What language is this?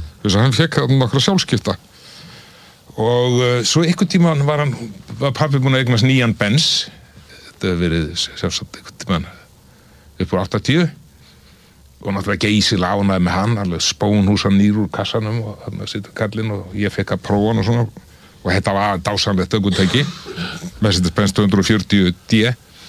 Icelandic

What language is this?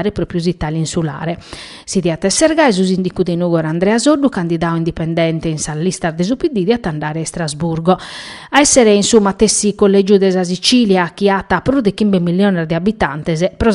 Sardinian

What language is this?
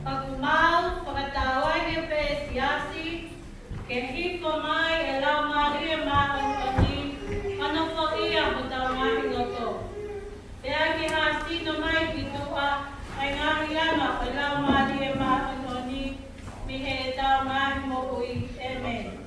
Tongan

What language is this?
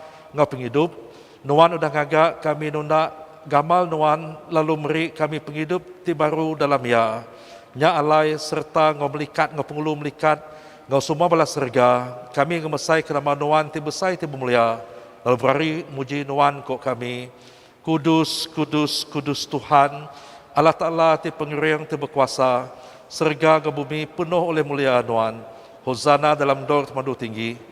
Iban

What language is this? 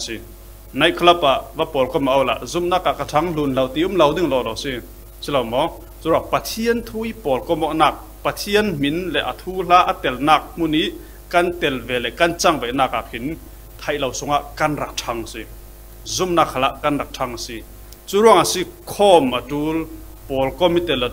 Falam Chin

